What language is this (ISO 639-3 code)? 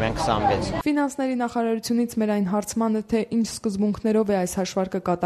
hye